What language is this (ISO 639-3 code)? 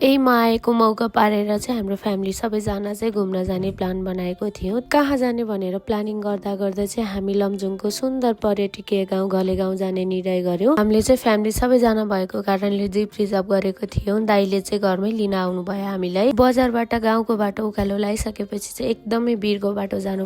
nep